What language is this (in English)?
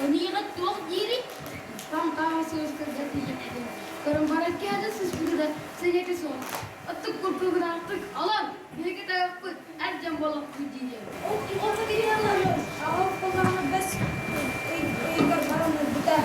Yakut